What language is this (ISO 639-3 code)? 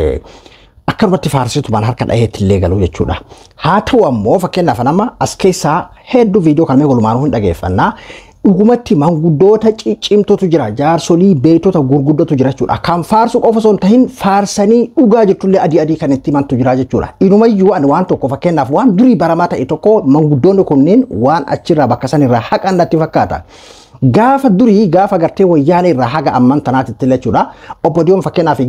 orm